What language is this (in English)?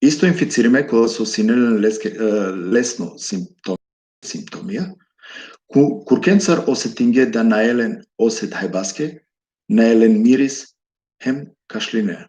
Balkan Romani